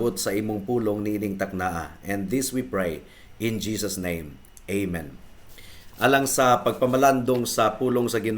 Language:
Cebuano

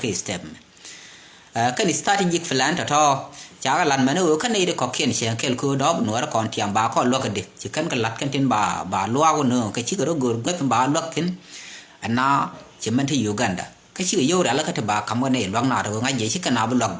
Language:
Nuer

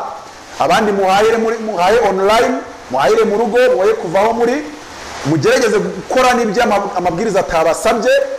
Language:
Kinyarwanda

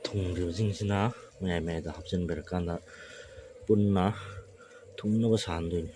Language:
Manipuri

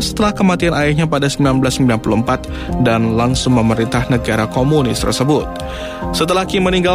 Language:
Indonesian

